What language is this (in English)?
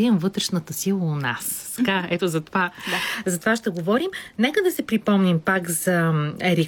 Bulgarian